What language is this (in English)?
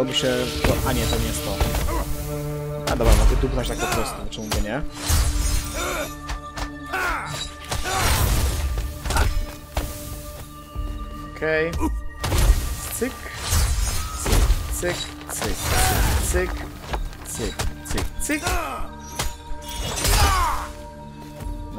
Polish